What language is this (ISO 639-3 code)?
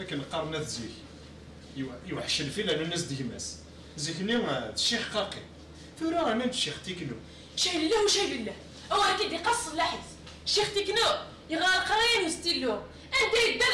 kab